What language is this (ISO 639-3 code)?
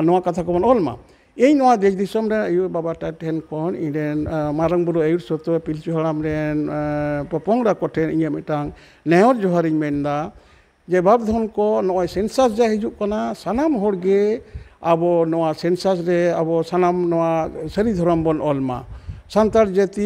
sat